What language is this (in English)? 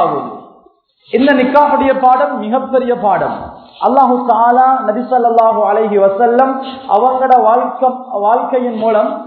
Tamil